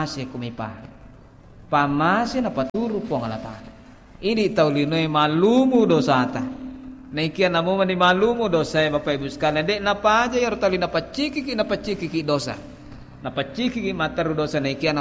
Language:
Buginese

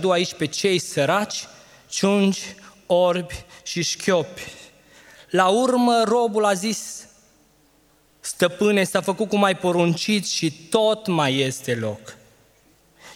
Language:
Romanian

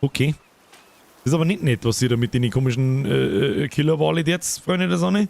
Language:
Bavarian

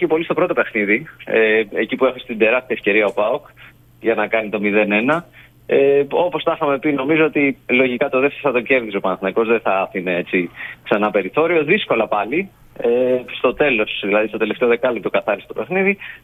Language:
Greek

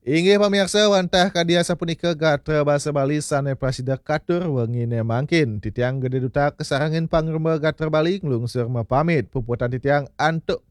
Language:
Balinese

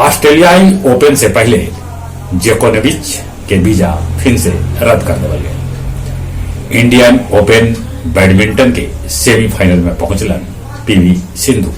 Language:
Magahi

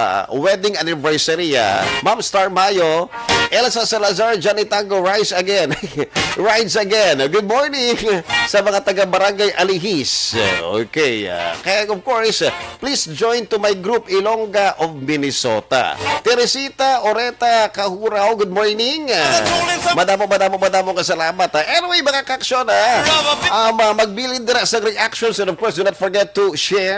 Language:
Hiligaynon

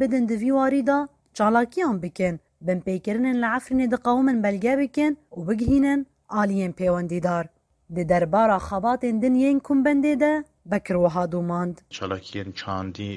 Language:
Kurdish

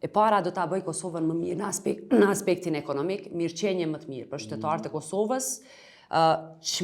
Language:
Albanian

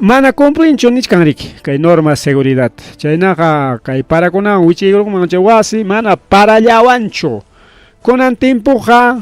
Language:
Ayacucho Quechua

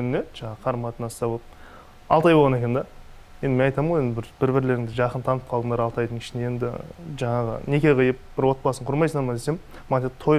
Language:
Kazakh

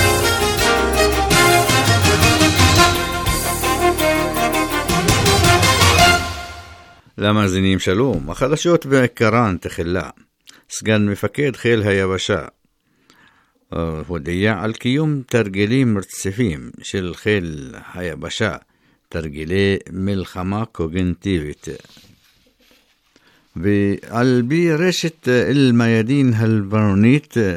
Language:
Hebrew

